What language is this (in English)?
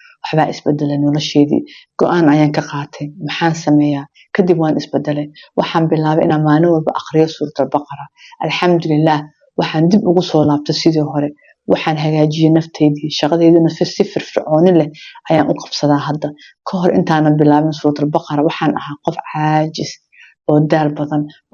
Somali